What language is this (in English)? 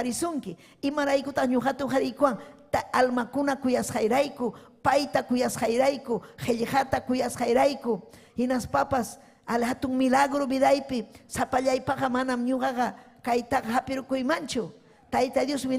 Ayacucho Quechua